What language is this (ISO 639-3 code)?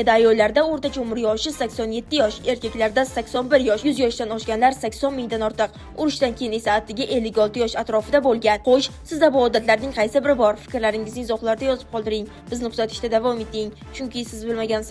uzb